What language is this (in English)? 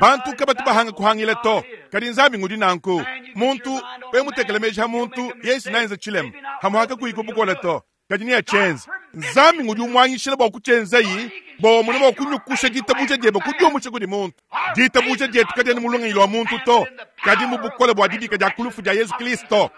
Luba-Lulua